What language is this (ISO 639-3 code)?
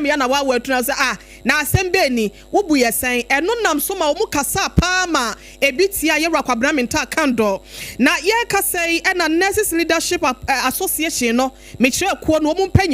aka